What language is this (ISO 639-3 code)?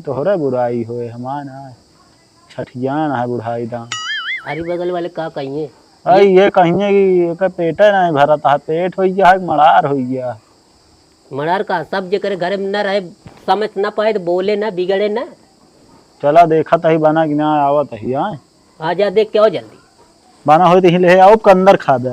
awa